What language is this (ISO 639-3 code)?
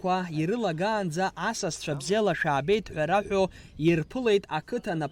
abk